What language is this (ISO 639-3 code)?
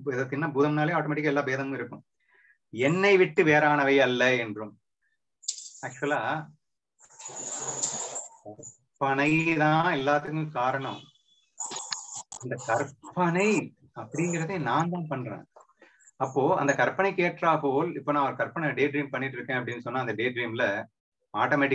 tam